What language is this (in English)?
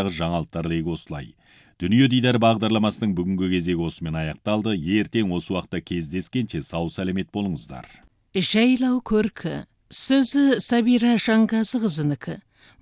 Kazakh